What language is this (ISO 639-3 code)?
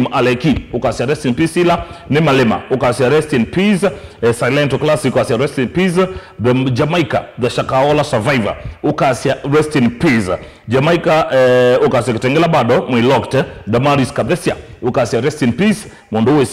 kam